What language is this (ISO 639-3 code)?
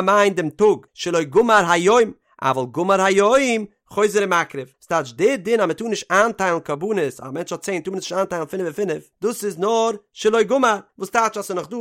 yid